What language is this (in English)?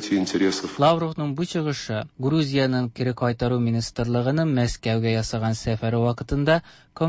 Tatar